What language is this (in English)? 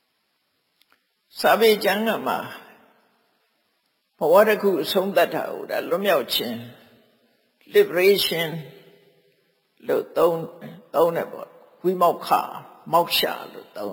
Burmese